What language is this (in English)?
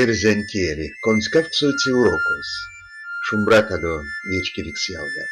Erzya